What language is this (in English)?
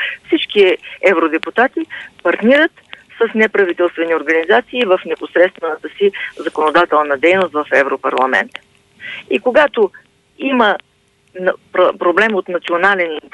Bulgarian